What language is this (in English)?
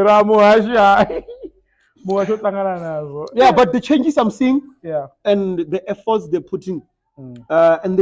Venda